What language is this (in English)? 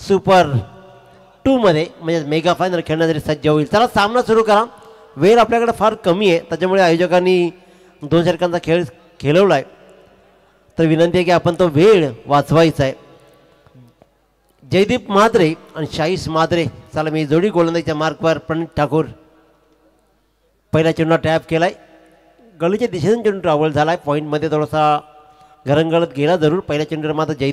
Marathi